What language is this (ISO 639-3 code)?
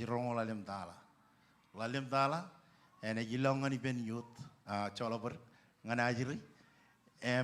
mah